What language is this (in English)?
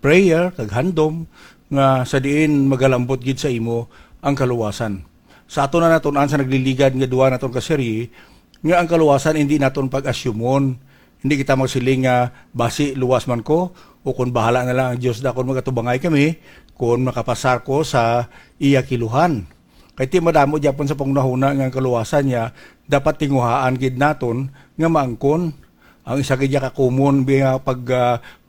Hiligaynon